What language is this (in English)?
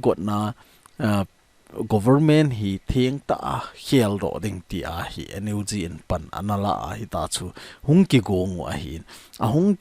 Thado Chin